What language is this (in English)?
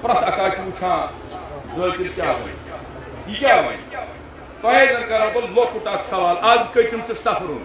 Kashmiri